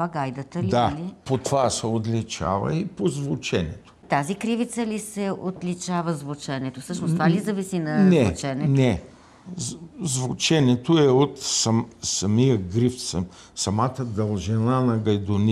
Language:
Bulgarian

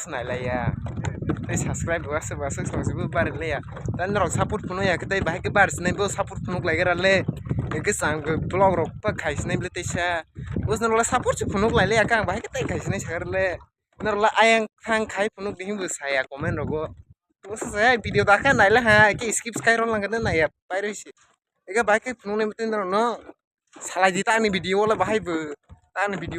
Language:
Kok Borok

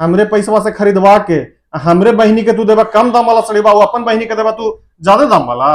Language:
Magahi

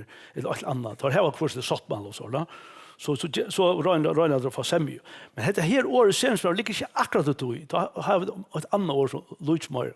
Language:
Faroese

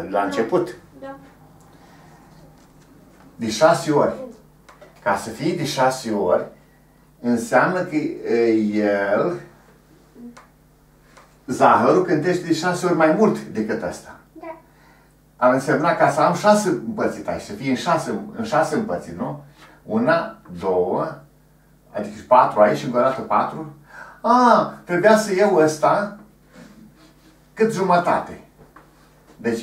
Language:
Romanian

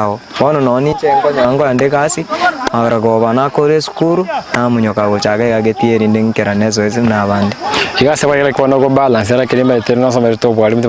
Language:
Gusii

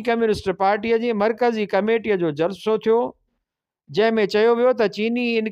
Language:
Sindhi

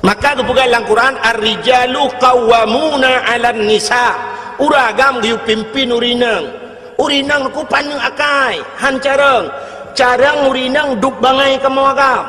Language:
Achinese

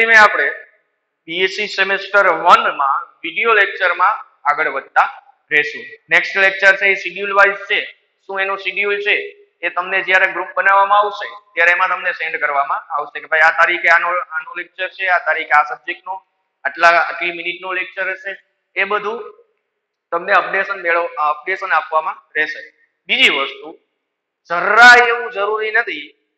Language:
Gujarati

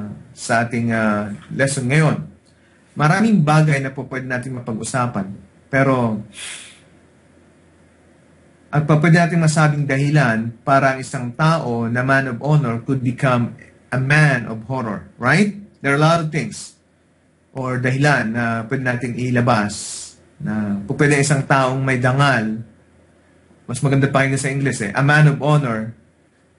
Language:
Filipino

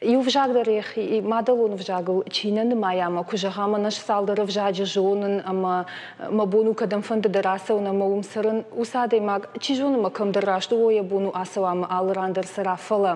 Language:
Ossetic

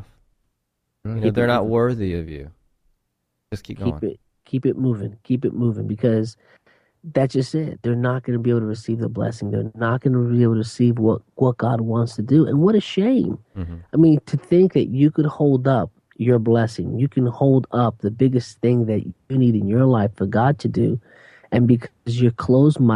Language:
English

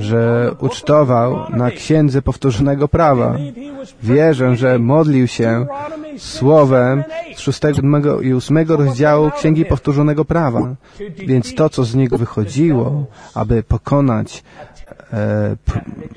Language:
Polish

